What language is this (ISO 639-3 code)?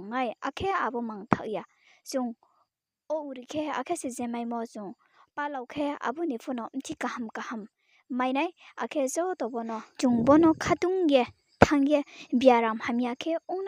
ria